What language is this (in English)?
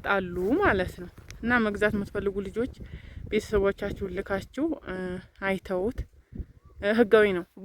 Amharic